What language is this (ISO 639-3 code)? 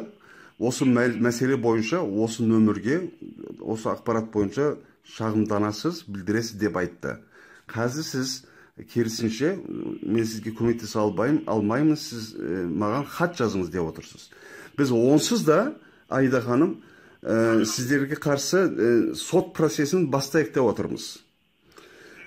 kaz